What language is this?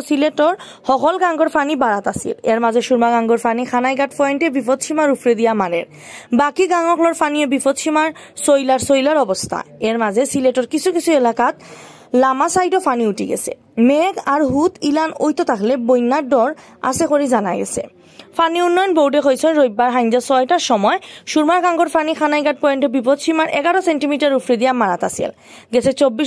Sylheti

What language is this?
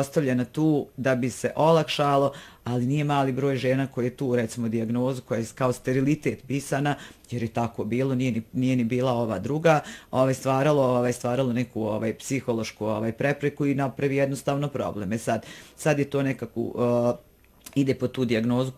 Bosnian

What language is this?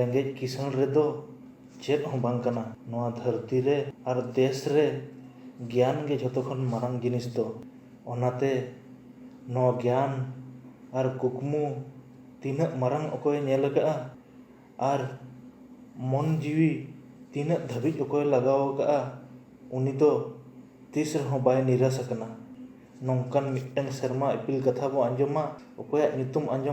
Santali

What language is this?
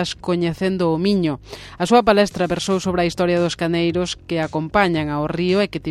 Galician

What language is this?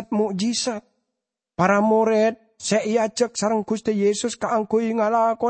Madurese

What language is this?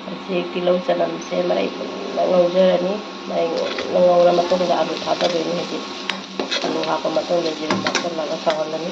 Manipuri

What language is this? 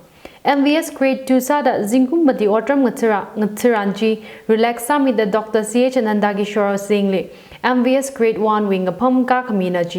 Tangkhul Naga (India)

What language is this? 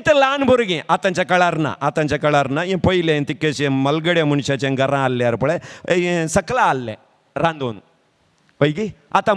Konkani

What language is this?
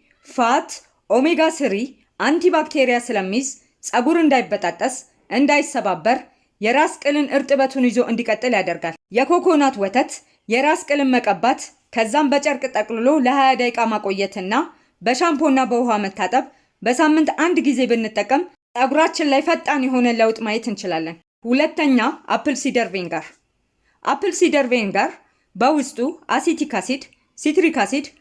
Amharic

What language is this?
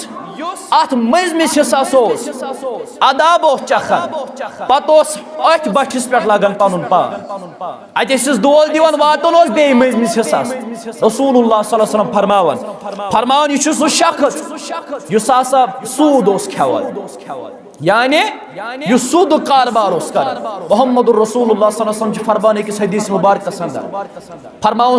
Kashmiri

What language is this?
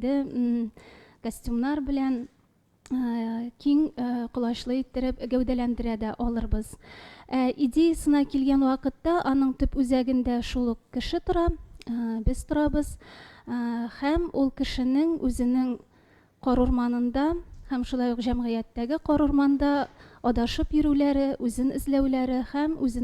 Tatar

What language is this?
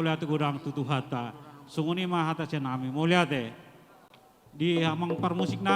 Batak Toba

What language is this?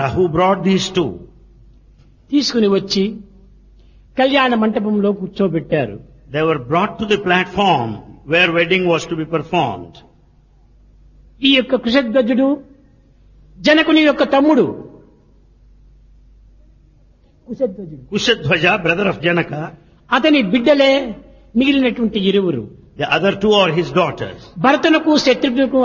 Telugu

